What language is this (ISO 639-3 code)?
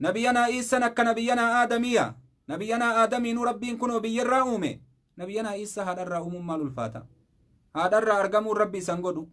orm